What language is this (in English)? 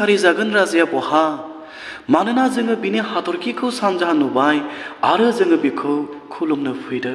Bodo